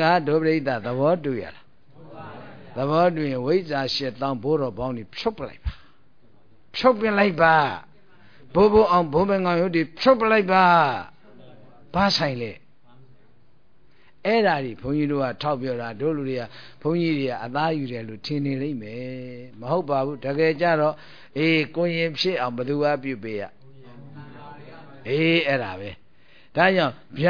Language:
Burmese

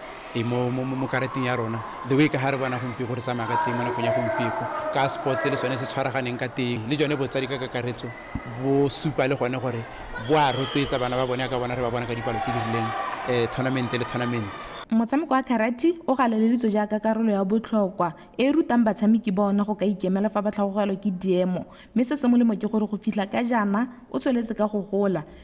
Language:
Tswana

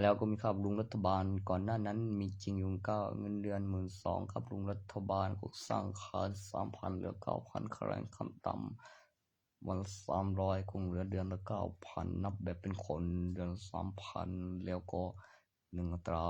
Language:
Northeastern Thai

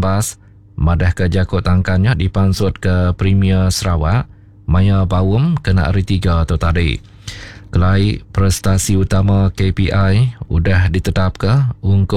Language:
Iban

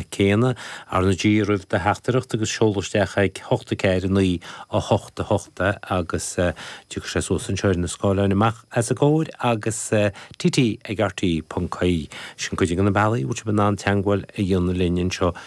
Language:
Irish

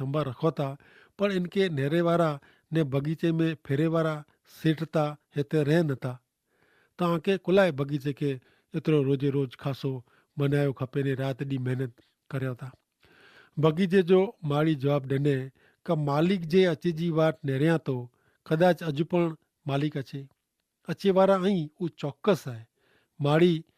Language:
Kachhi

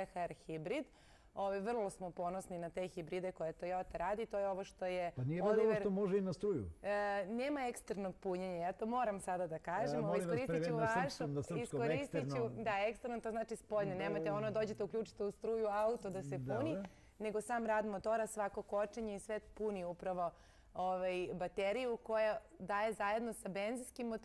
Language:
Serbian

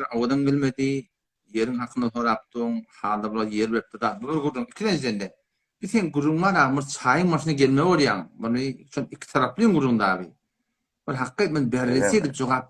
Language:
Turkmen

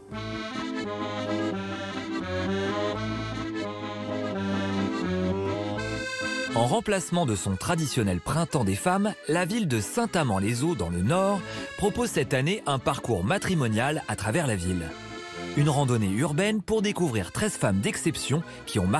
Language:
French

